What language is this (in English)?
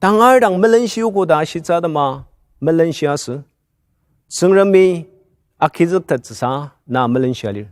Ao Naga